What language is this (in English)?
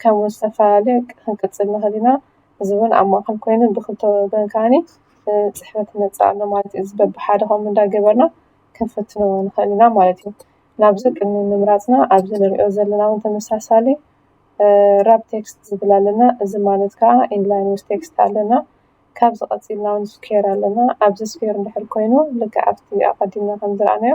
Tigrinya